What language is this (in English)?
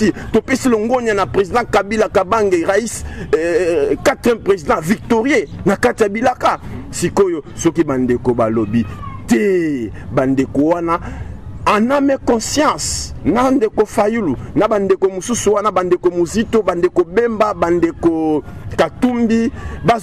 Lingala